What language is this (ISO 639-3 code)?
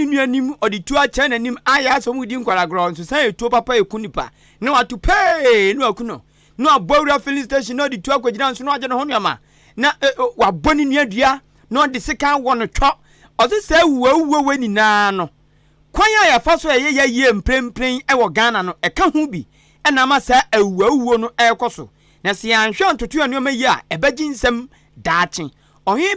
aka